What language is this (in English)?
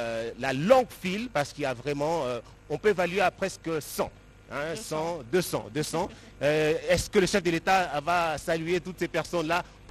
French